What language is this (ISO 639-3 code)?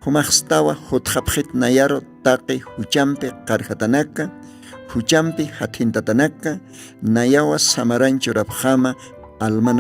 aym